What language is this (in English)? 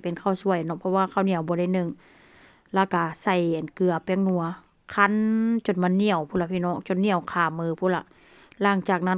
Northeastern Thai